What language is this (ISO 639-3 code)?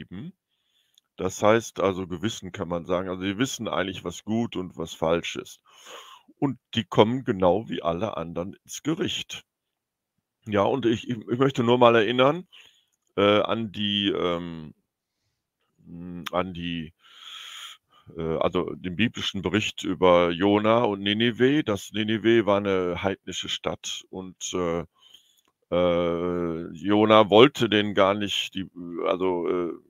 deu